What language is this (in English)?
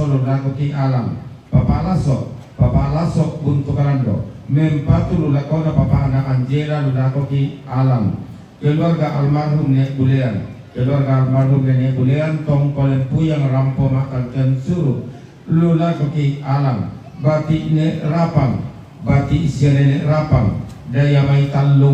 Toraja-Sa'dan